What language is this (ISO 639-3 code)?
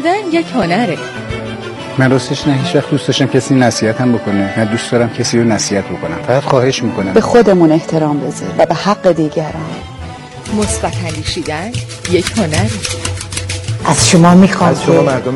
fas